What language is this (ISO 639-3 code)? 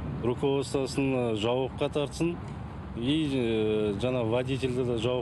kaz